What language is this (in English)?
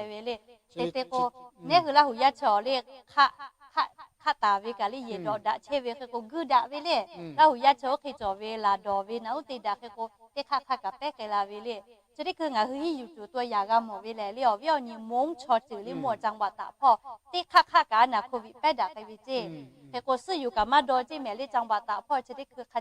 Lahu